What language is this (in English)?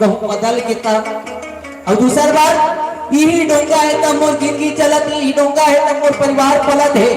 Chhattisgarhi